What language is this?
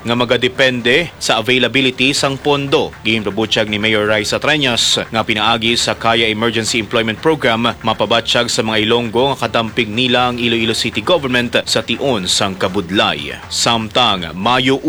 Hiligaynon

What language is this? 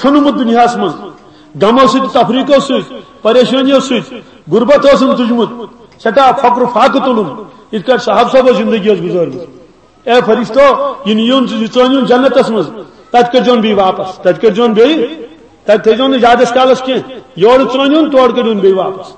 Kashmiri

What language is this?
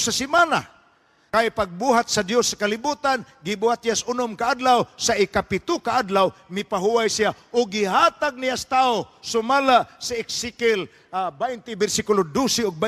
Cebuano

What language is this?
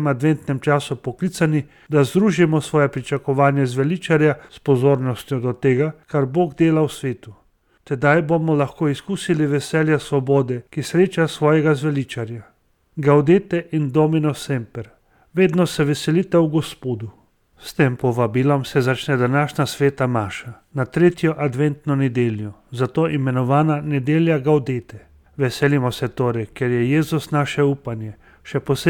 Slovenian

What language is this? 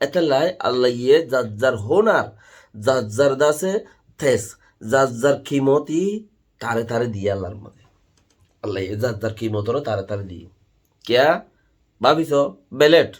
Rohingya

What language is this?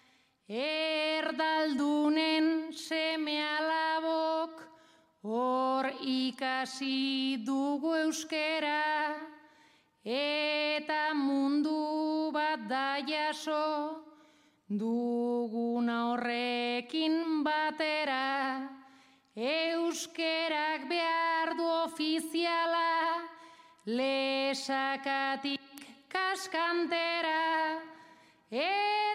Basque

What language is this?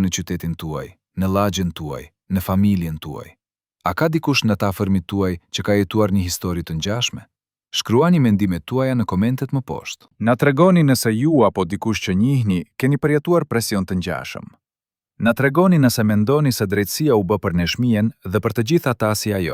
Albanian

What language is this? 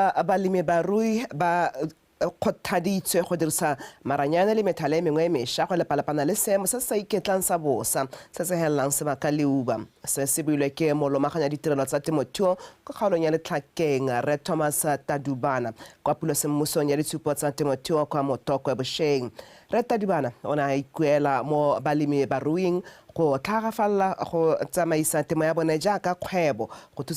Tswana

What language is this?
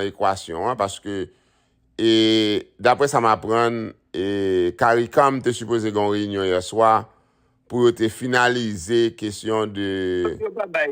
Haitian Creole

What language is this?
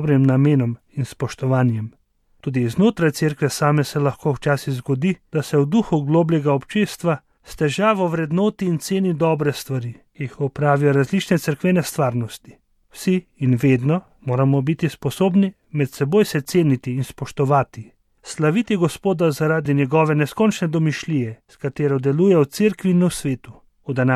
Slovenian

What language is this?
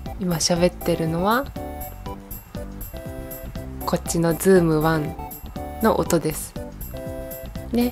Japanese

